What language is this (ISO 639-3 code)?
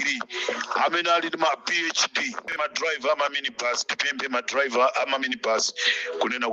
nya